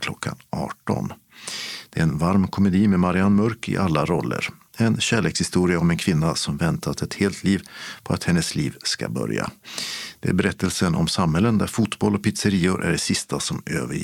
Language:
Swedish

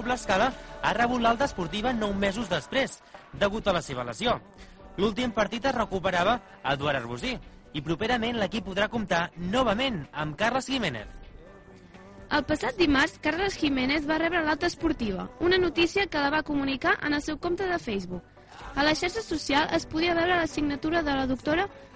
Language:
Catalan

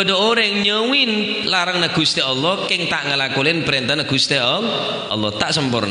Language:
Madurese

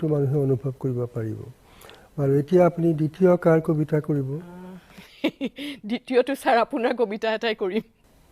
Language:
Assamese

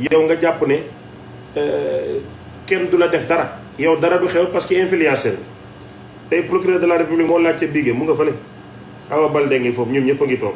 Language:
Wolof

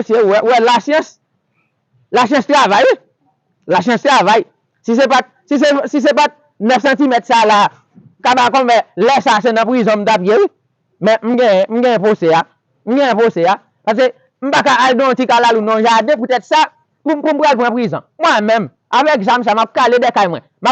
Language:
Haitian Creole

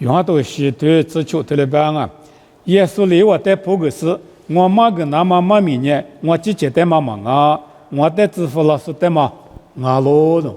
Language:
Lisu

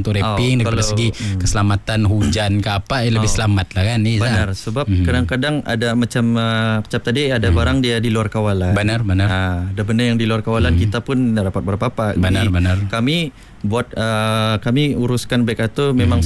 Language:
Malay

